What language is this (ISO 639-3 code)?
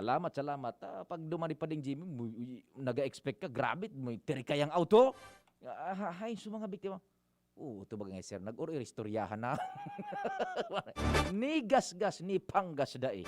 bik